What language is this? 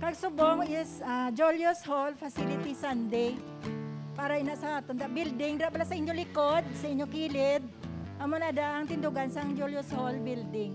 Hiligaynon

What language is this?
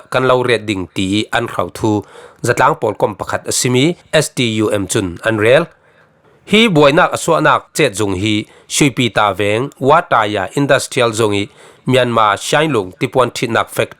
Falam Chin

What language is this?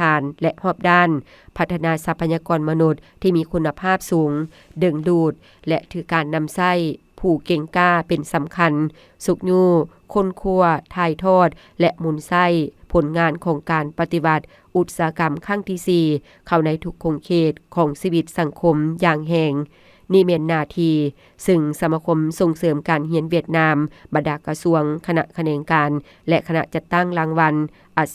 Lao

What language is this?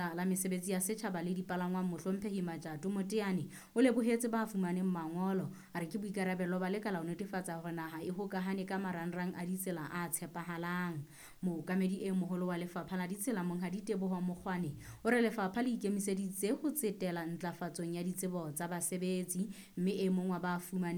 Southern Sotho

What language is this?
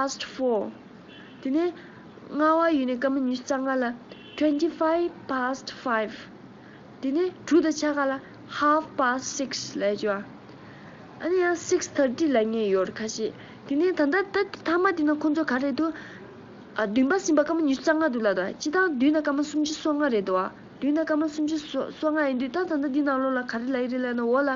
Tibetan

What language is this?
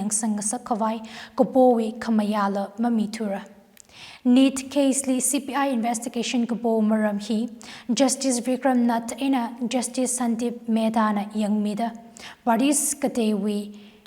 Tangkhul Naga (India)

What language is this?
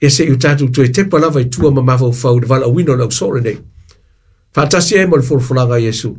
Samoan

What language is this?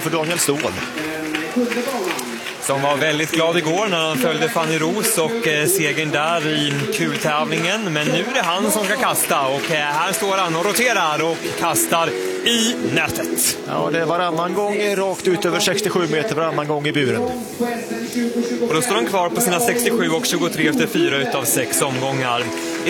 Swedish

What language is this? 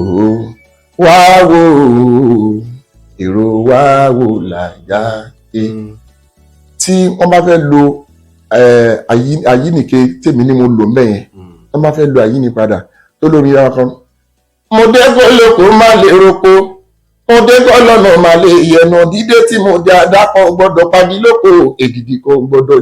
Yoruba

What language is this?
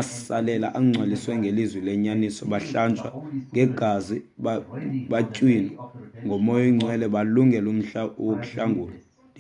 Xhosa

